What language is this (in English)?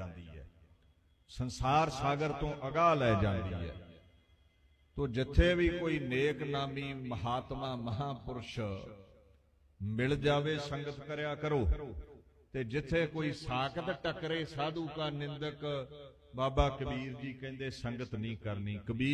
Punjabi